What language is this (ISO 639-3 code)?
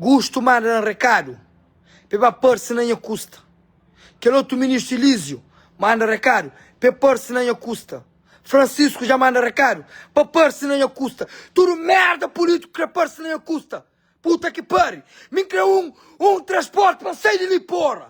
kea